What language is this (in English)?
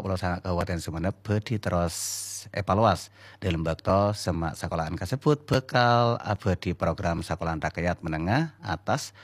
Madurese